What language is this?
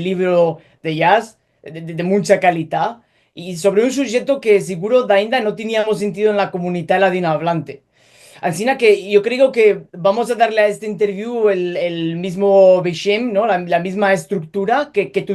Ladino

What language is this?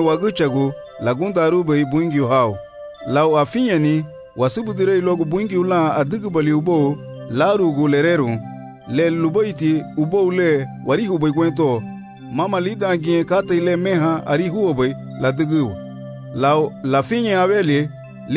Garifuna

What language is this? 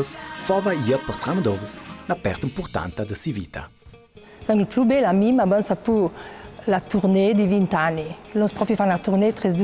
Ladin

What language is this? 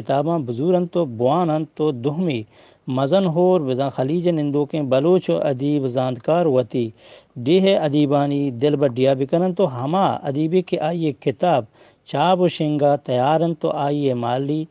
Eastern Balochi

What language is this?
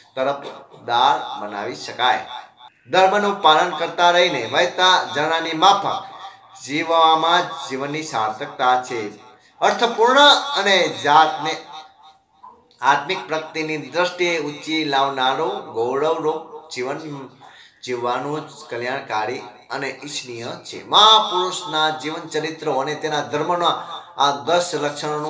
Gujarati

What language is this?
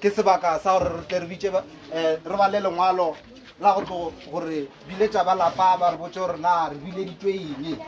Northern Sotho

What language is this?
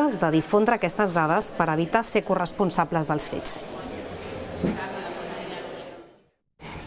Catalan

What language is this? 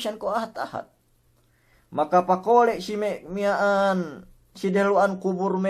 Yakan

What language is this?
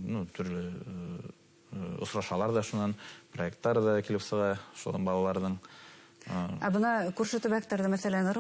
Bashkir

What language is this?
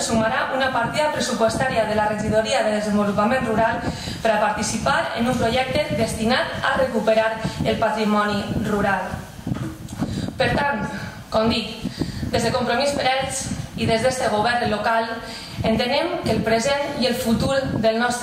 Catalan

